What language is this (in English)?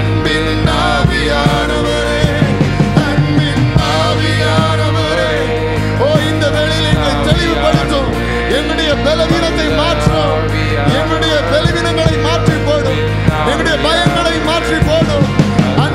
Tamil